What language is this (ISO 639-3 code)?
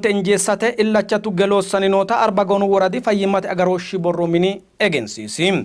sid